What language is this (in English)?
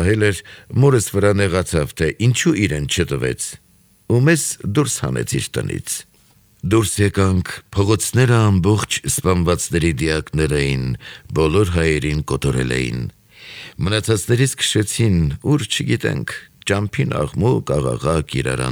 Armenian